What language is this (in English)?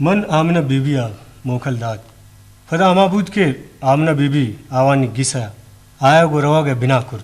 Eastern Balochi